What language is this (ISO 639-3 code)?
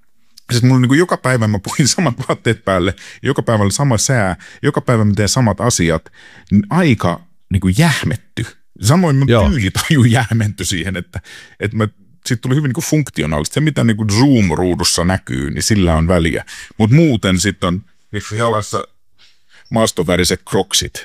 fin